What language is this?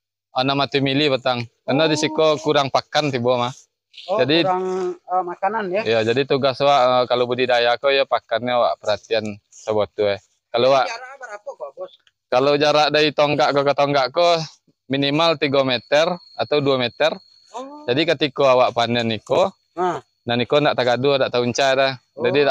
Minangkabau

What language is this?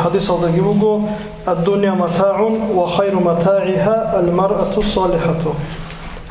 Avaric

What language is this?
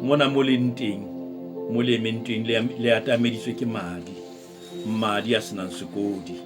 Southern Sotho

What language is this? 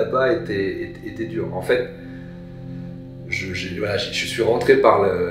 French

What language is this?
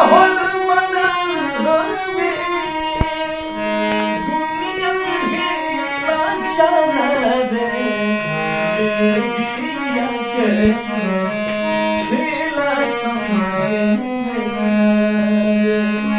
Bhojpuri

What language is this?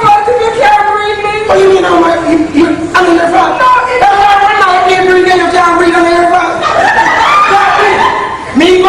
Jamaican Creole English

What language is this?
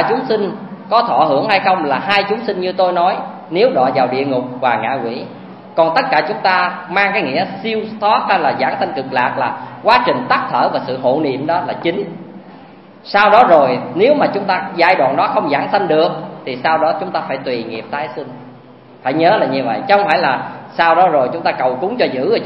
Vietnamese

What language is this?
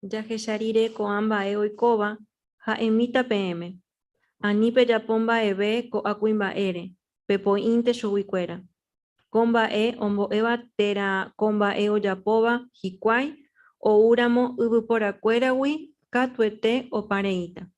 Guarani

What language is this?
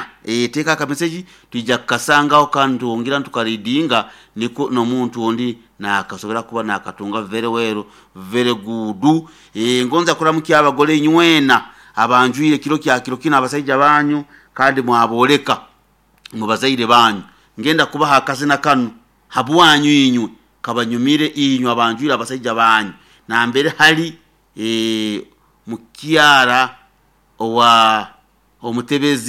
Nyoro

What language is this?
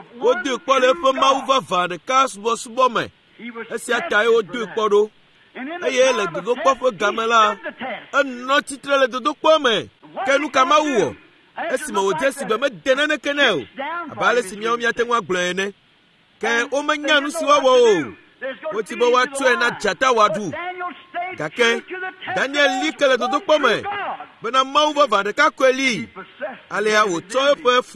Ewe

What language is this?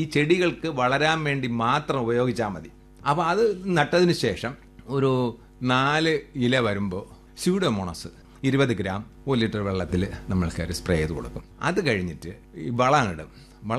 Malayalam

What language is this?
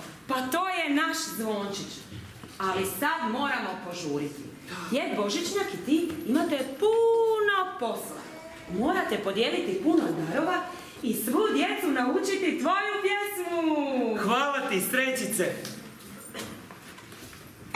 Croatian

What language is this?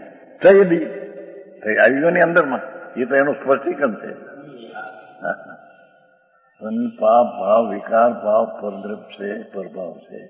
Gujarati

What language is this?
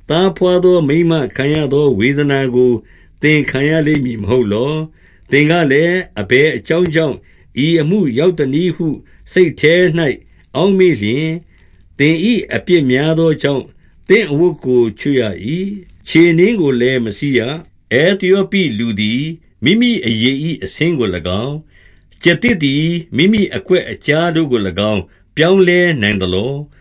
Burmese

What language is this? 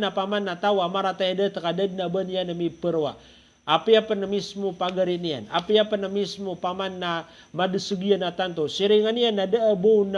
Maranao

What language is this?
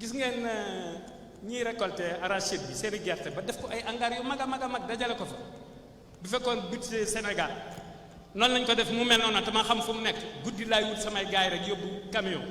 Wolof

